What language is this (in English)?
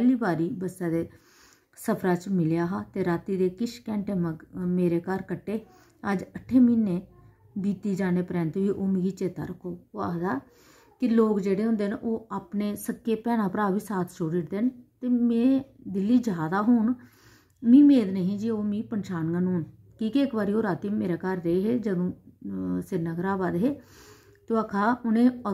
Dogri